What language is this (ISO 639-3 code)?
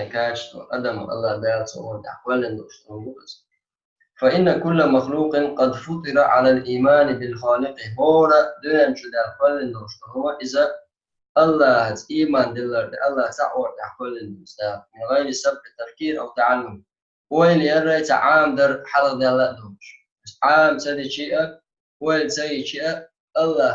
che